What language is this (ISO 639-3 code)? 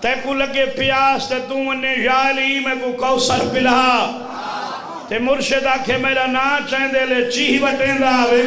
skr